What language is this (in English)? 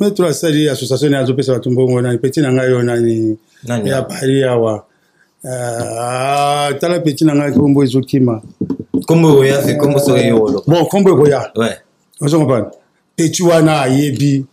Lingala